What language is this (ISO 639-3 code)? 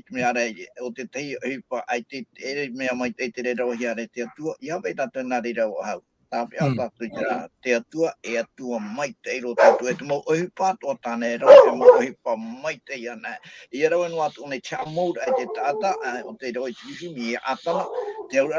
tah